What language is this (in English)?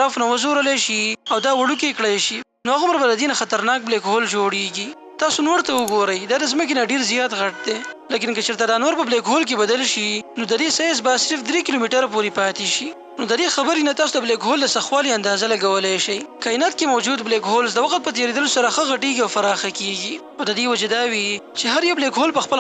Pashto